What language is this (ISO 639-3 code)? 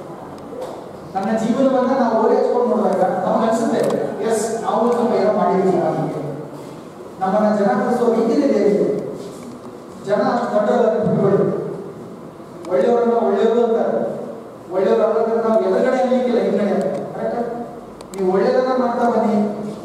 kan